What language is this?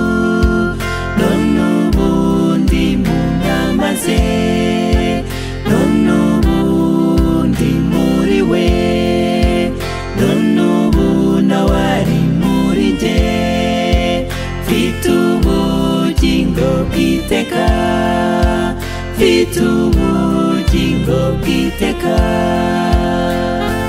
Kinyarwanda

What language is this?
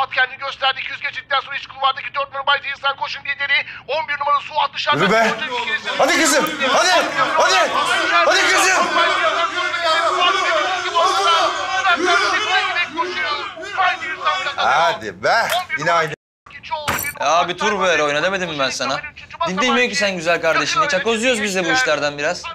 Turkish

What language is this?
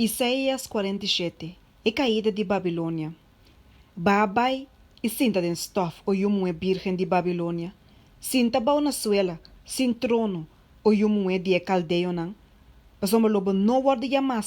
Papiamento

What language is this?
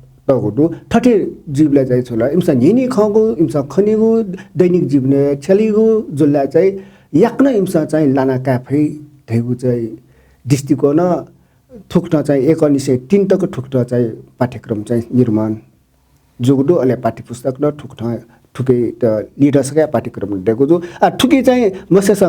Newari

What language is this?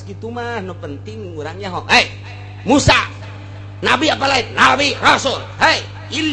Sundanese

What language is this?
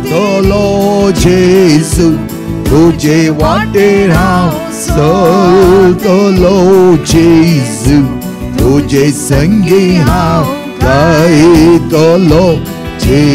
Konkani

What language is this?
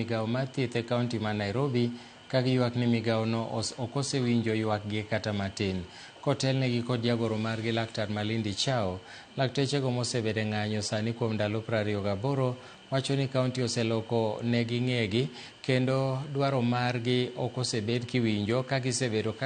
Luo (Kenya and Tanzania)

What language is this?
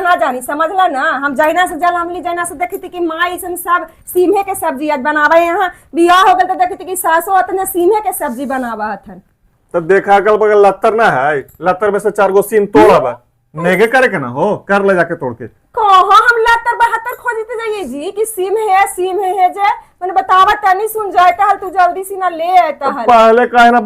Magahi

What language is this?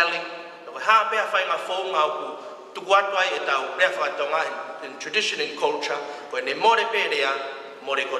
Tongan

